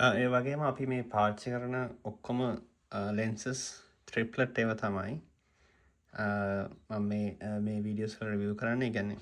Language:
Sinhala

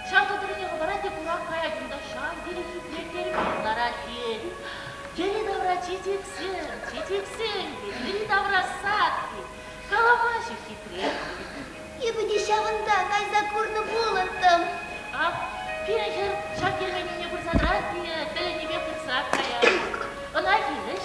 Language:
Chuvash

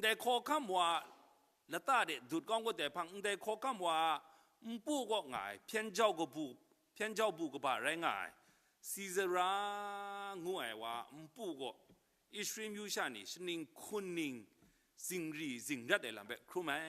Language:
Kachin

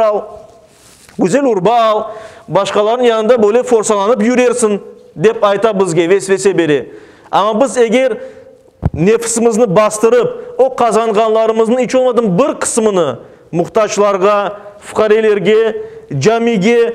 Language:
Crimean Tatar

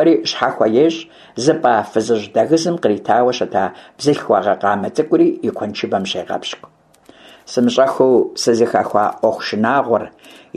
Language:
Kabardian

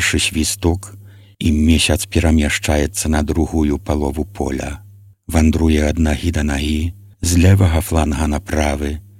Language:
Belarusian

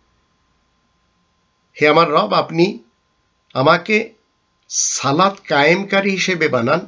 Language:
Bangla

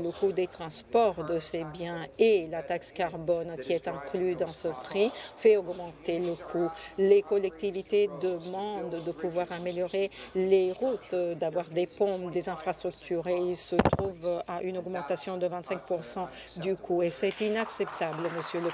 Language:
French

